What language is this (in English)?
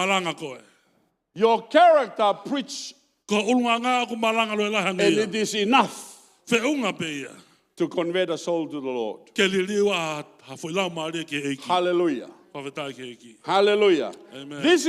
Tongan